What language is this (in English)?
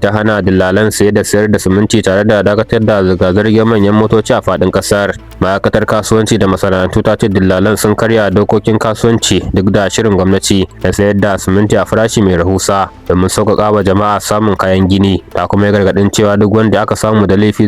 Hausa